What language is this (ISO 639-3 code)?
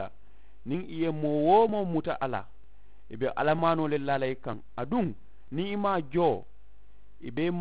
man